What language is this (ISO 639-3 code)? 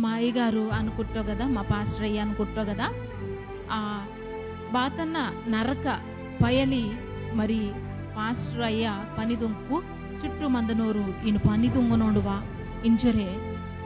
kff